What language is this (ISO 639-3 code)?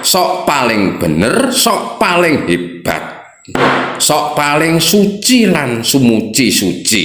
jav